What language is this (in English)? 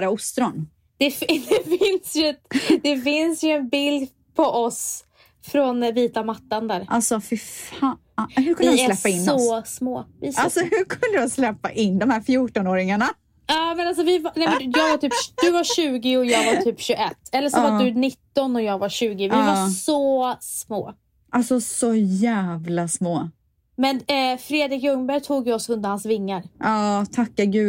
Swedish